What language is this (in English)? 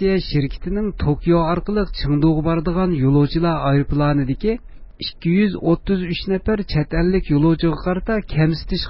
Uyghur